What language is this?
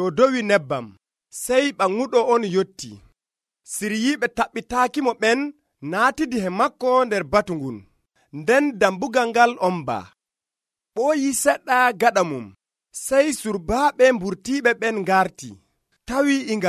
Nigerian Fulfulde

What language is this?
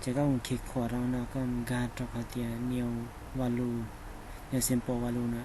Hmong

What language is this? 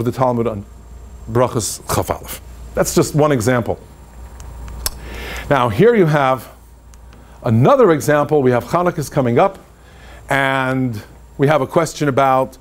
English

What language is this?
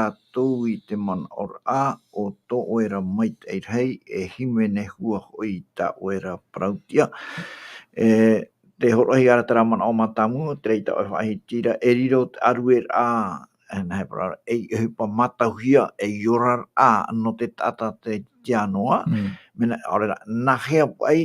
Tahitian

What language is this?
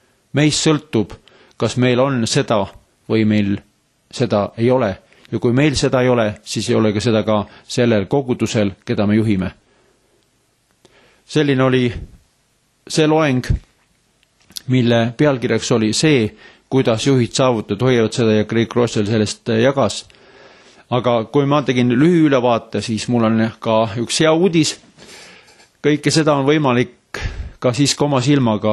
Estonian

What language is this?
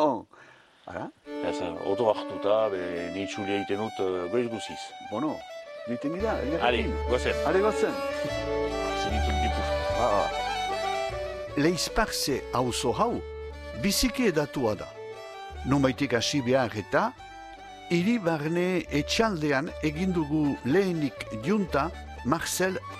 Basque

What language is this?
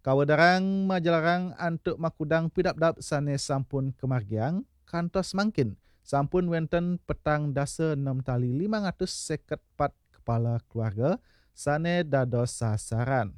Balinese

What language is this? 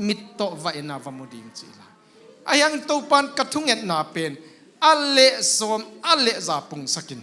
Tedim Chin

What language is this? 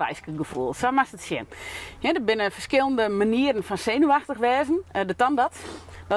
Western Frisian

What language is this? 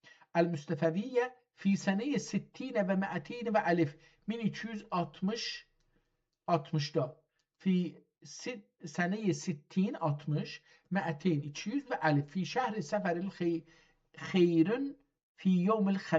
South Azerbaijani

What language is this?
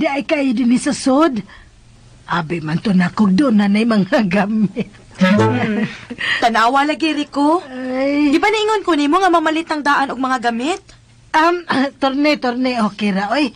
Cebuano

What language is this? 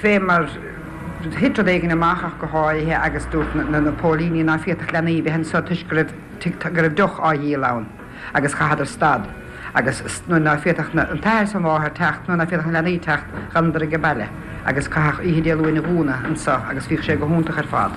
Irish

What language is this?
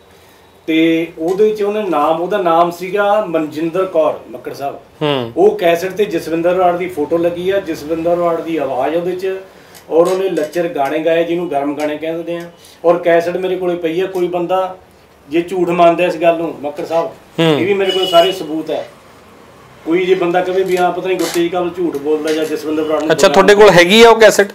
Punjabi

